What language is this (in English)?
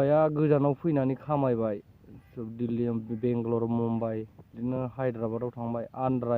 Bodo